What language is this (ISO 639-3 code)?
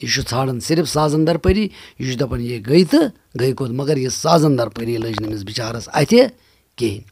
kas